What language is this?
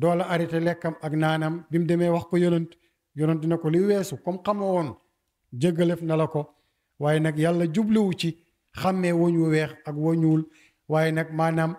Wolof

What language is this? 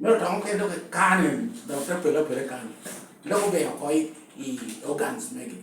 Lango (Uganda)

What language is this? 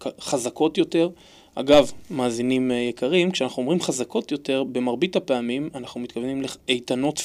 Hebrew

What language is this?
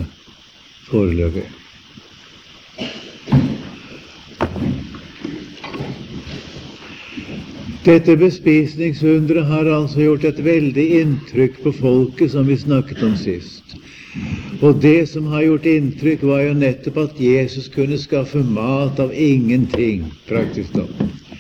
Norwegian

